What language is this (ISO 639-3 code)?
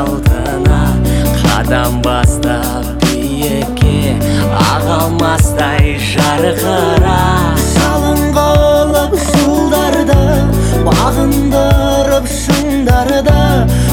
kaz